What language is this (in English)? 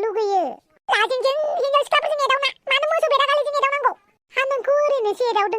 Bodo